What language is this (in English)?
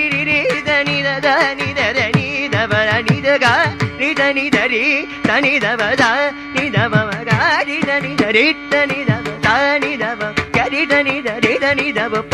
Tamil